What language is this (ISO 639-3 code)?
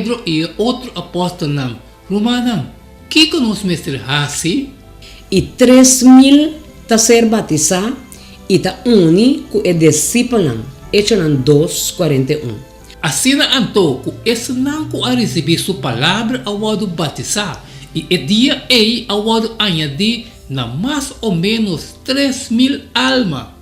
pap